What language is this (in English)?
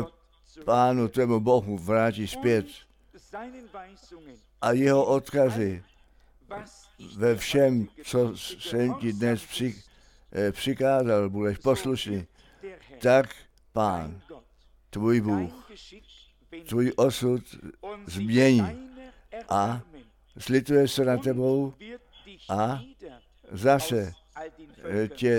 Czech